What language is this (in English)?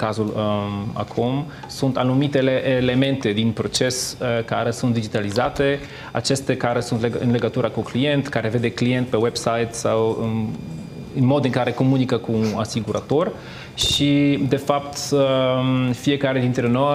Romanian